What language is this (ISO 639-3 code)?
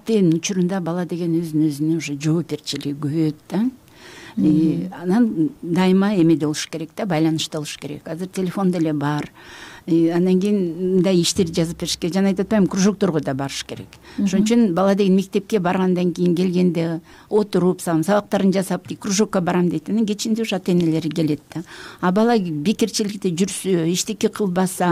kir